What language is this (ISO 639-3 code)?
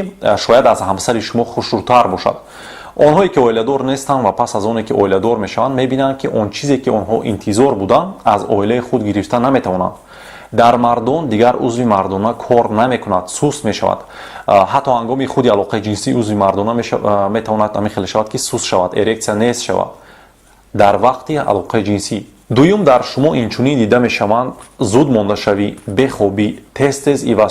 tgk